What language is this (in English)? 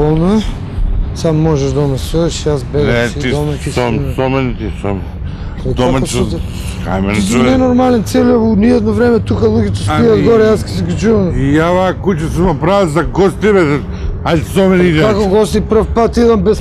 Macedonian